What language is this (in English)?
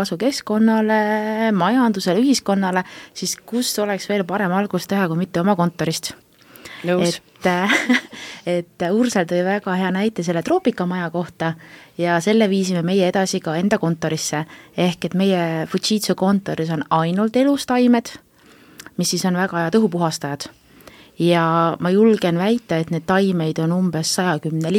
Estonian